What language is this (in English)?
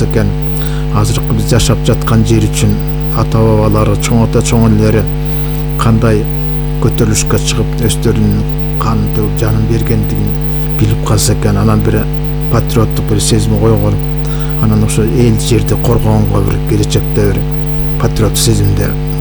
Kyrgyz